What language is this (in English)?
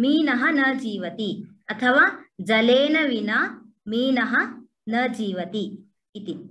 Sanskrit